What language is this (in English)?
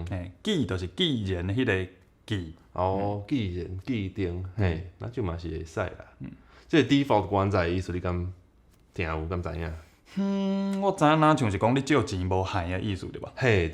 Min Nan Chinese